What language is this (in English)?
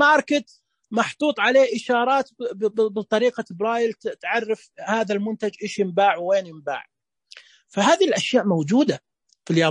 Najdi Arabic